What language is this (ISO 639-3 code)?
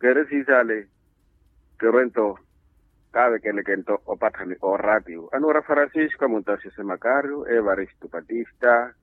vmw